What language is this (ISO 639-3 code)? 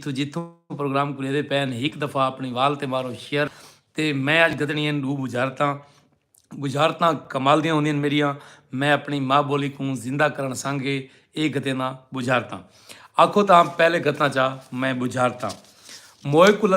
skr